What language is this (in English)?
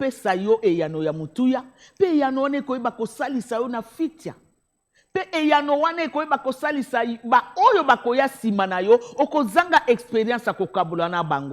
Lingala